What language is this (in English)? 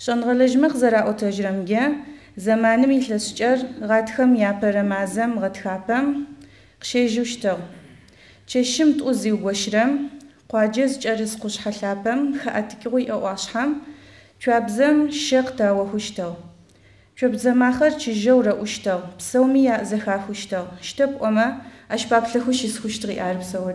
Adyghe